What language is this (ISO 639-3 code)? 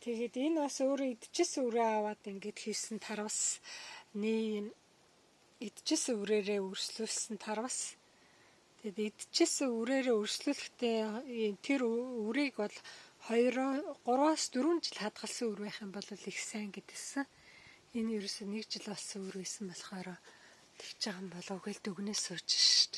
mon